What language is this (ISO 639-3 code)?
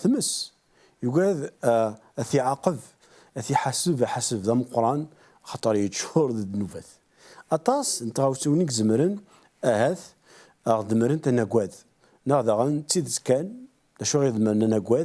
kab